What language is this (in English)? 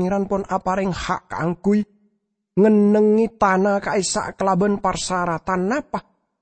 Madurese